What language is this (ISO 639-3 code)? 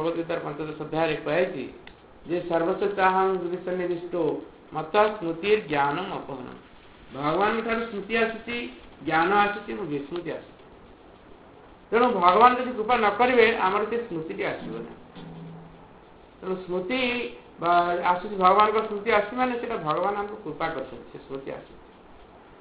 ori